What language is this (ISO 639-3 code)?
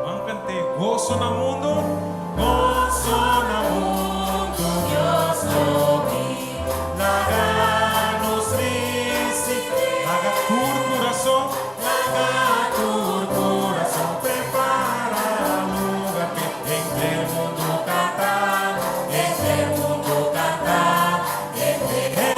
pap